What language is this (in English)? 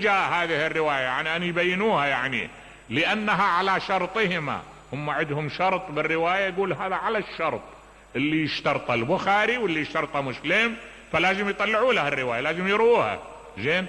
Mesopotamian Arabic